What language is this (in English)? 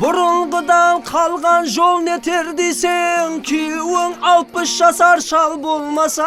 Kara-Kalpak